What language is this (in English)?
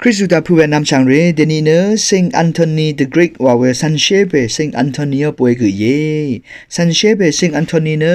Rawang